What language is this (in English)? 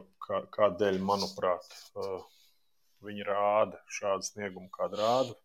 Latvian